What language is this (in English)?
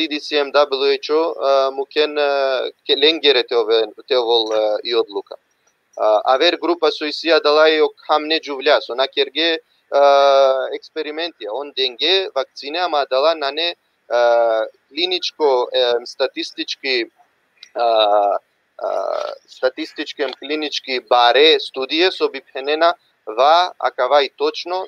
Balkan Romani